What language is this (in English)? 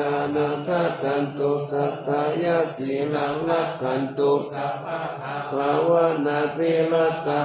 Pali